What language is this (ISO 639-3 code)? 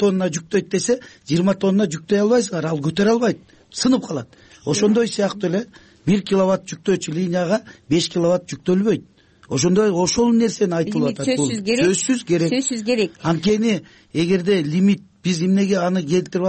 kir